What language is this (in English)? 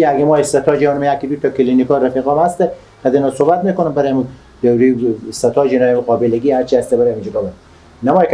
Persian